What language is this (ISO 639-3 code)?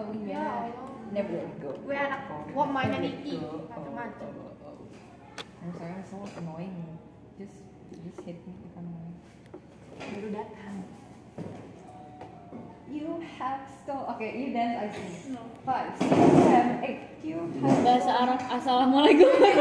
ind